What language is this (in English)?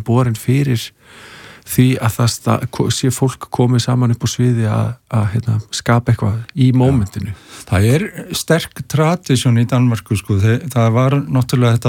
Icelandic